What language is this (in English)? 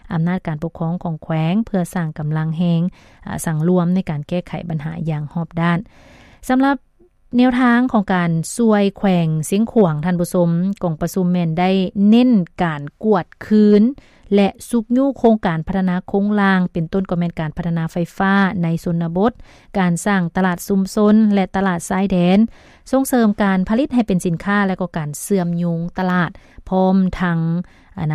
Lao